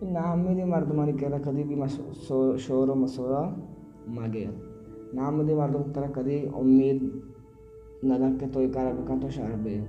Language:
Baluchi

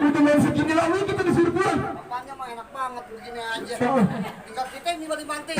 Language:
Betawi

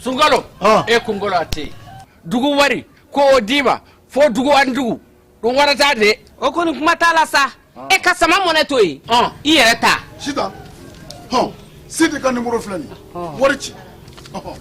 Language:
Bambara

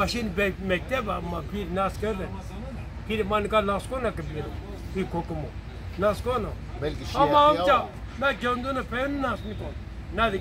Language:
Zaza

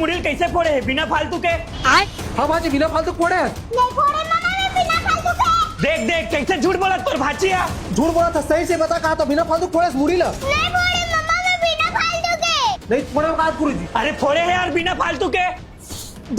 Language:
Chhattisgarhi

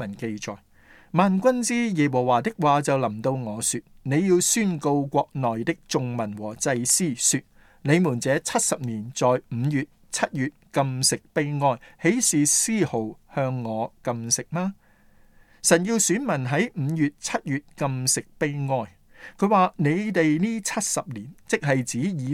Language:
Cantonese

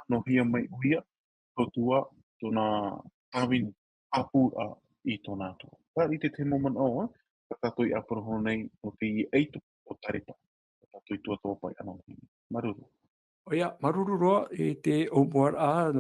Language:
Tahitian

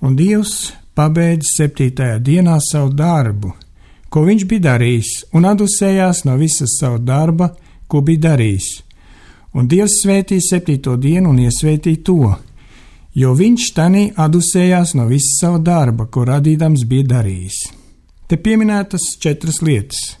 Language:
Latvian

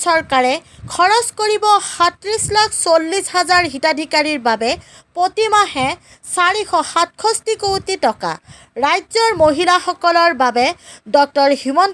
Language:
Assamese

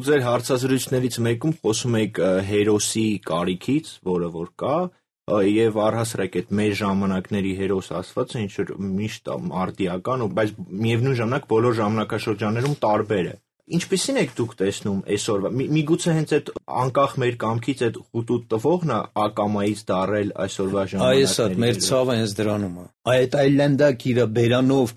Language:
Armenian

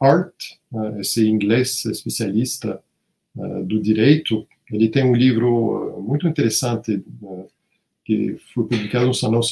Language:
Portuguese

